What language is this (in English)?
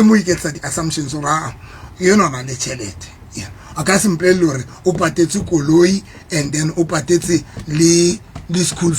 Southern Sotho